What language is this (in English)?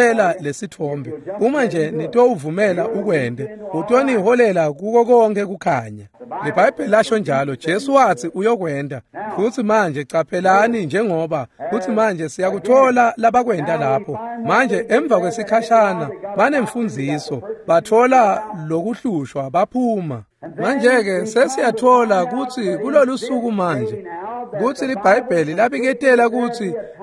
Swati